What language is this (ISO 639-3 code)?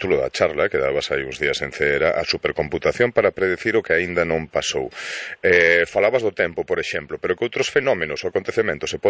glg